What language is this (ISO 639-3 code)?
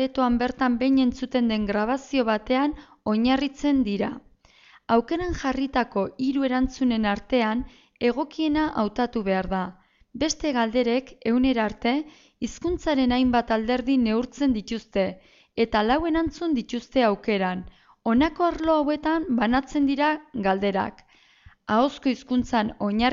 eus